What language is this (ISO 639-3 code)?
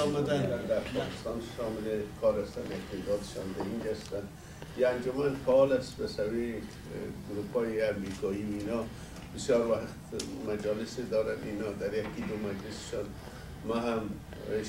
fas